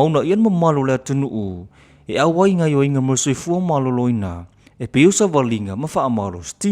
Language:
Samoan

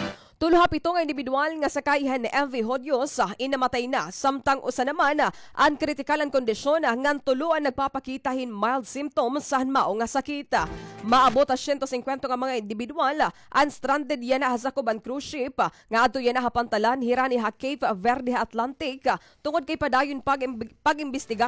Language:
Waray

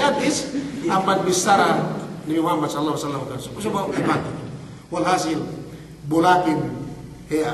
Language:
Yakan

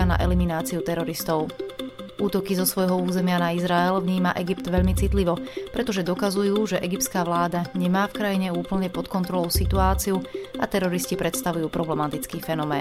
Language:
Slovak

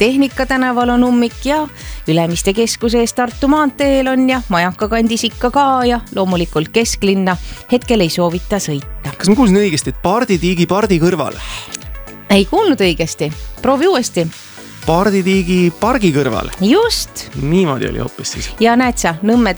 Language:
Estonian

